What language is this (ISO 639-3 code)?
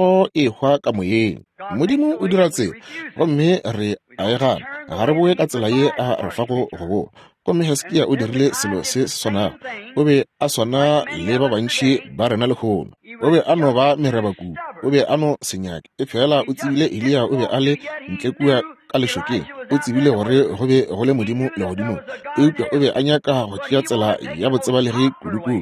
nso